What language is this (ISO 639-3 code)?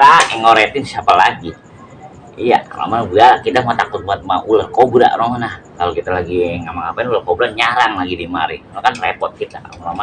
bew